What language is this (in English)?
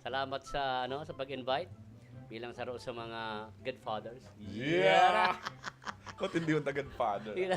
Bikol